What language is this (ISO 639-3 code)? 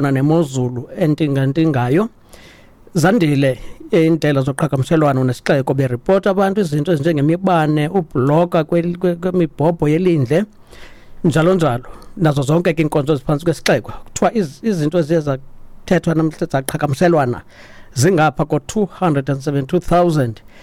xho